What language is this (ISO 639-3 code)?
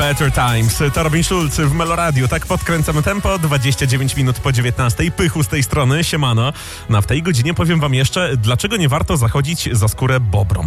pol